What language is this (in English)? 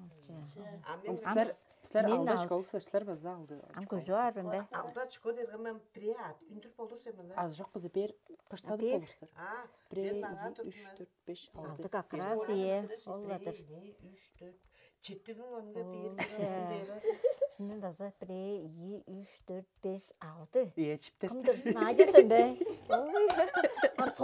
Tuvinian